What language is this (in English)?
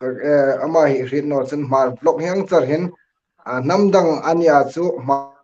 Hmar